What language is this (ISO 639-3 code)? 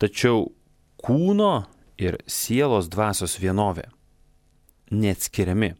lit